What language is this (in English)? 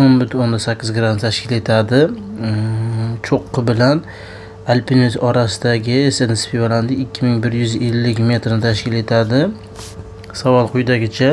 Uzbek